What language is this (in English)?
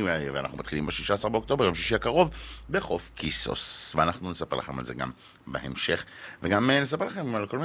Hebrew